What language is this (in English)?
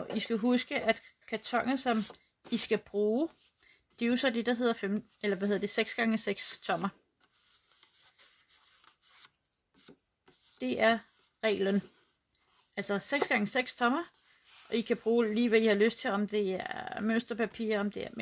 Danish